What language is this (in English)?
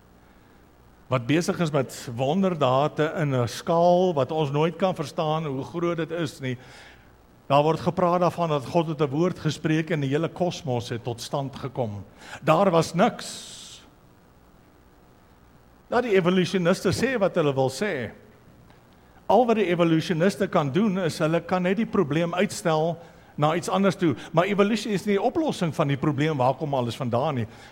Afrikaans